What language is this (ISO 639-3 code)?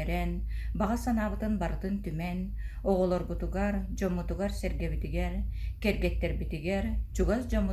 sah